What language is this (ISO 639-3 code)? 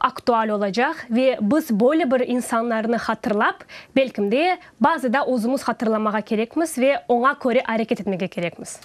crh